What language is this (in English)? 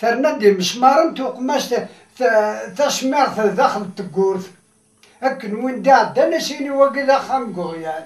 Kabyle